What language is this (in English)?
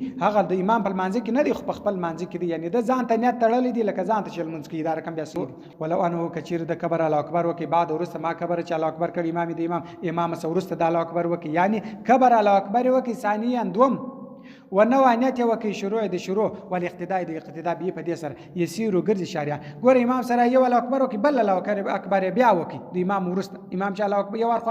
Pashto